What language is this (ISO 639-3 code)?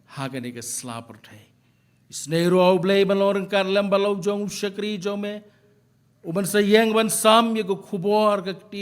kha